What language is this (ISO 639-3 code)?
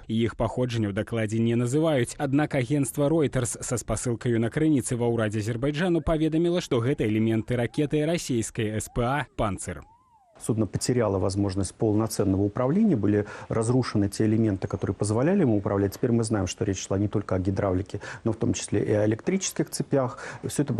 bel